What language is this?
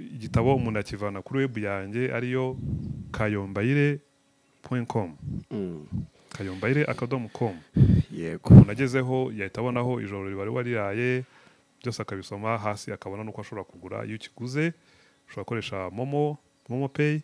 Kinyarwanda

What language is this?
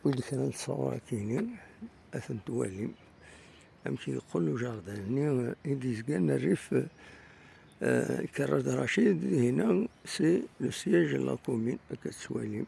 Kabyle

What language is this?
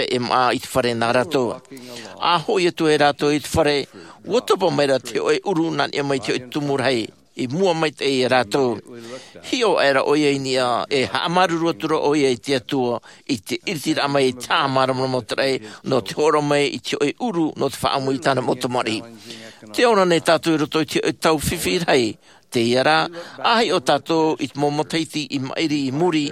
Tahitian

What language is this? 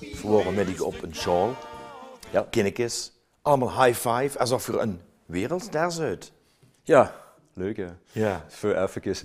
Limburgish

